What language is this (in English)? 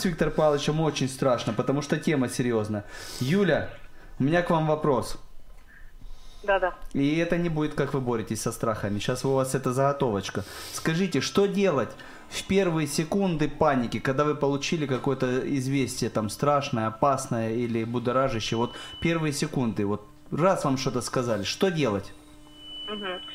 Russian